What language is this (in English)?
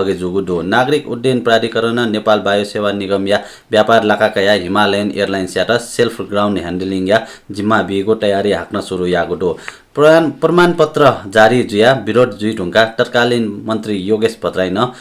Newari